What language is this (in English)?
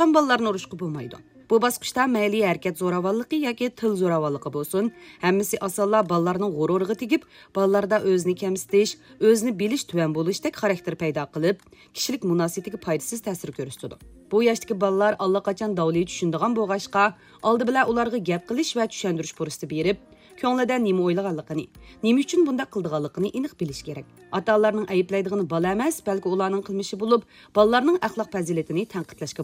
Uyghur